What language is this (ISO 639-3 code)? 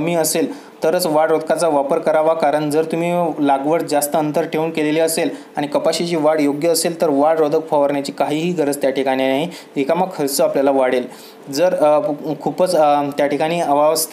mar